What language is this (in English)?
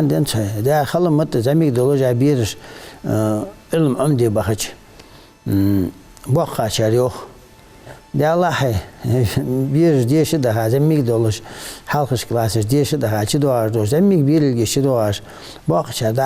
Ingush